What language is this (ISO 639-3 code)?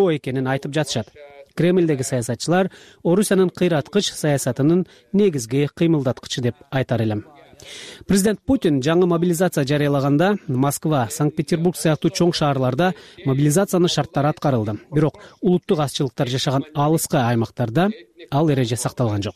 kir